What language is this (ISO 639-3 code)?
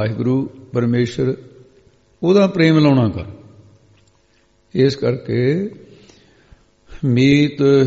pan